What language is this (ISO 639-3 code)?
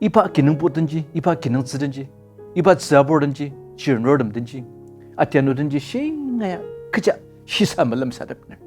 njo